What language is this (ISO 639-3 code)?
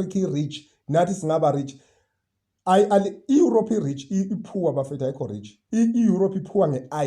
zul